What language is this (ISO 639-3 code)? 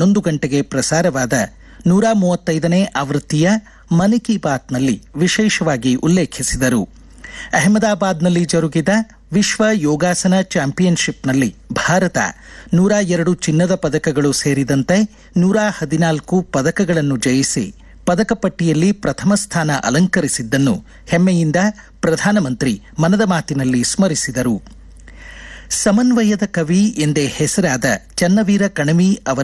kan